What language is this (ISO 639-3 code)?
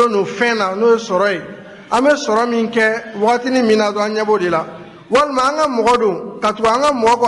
bam